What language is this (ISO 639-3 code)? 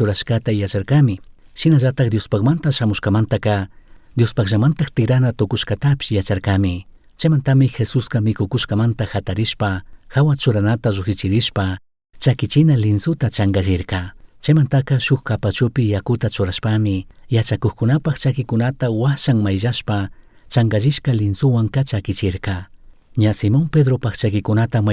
qug